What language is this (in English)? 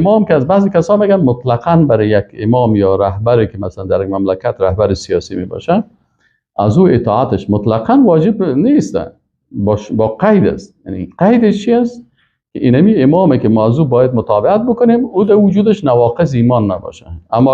Persian